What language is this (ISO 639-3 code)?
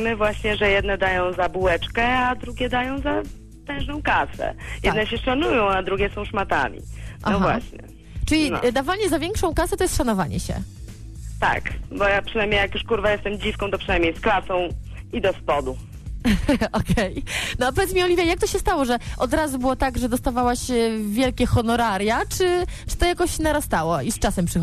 pol